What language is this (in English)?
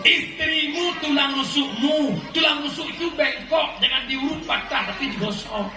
Achinese